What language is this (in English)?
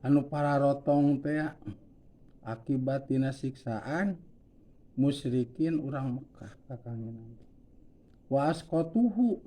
Sundanese